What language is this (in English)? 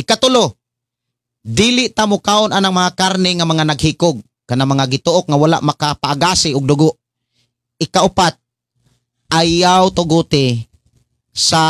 Cebuano